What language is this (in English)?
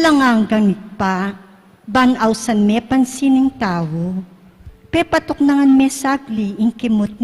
Pampanga